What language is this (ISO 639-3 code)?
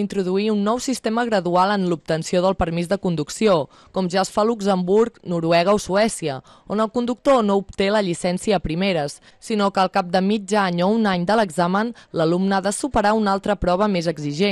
cat